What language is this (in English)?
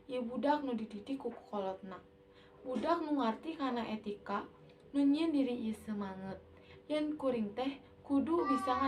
Sundanese